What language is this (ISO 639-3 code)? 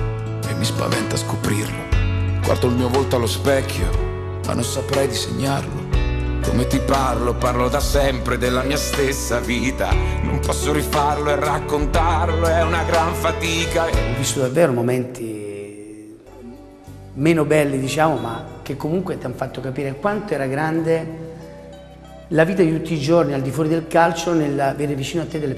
ita